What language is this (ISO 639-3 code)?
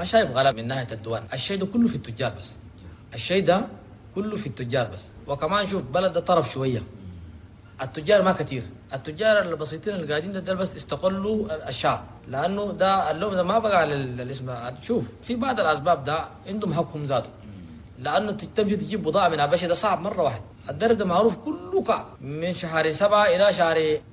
shu